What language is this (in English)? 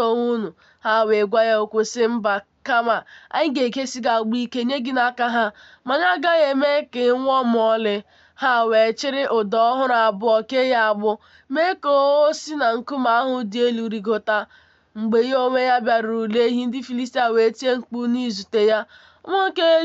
Igbo